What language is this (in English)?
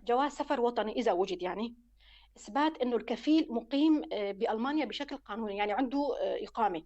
North Levantine Arabic